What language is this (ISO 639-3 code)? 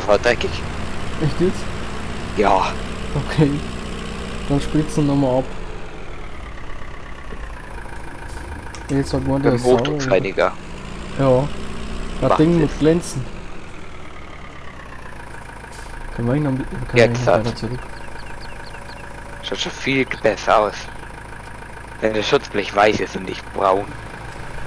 deu